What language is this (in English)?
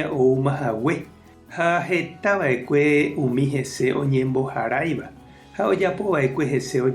Guarani